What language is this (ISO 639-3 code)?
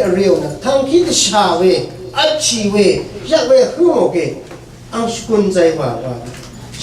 raw